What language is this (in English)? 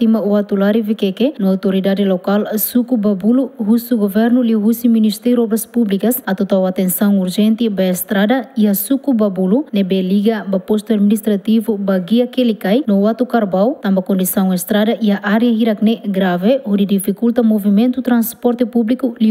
Tetum